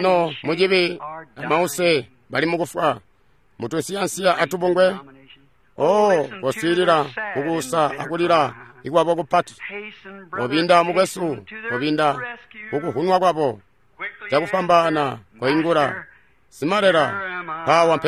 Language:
Tonga (Zambia)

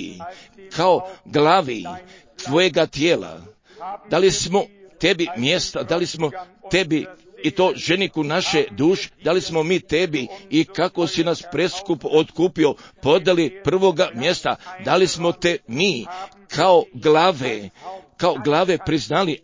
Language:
Croatian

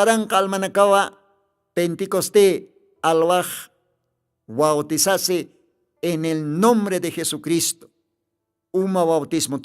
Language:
Aymara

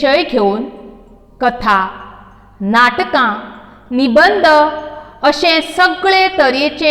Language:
Konkani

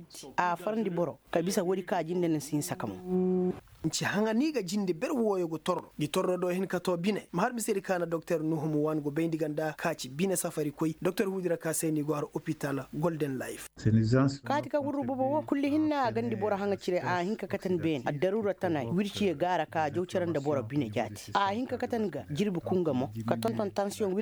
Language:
Koyraboro Senni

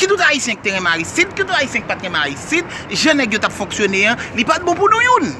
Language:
Haitian Creole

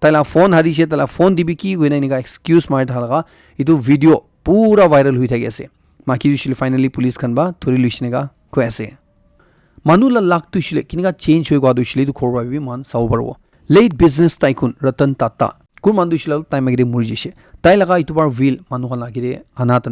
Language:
Naga Pidgin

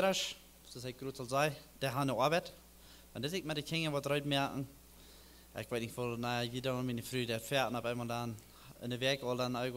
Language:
Plautdietsch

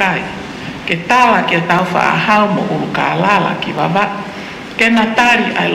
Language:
Tongan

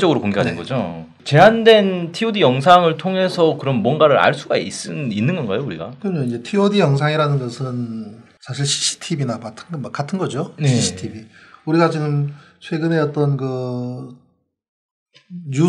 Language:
Korean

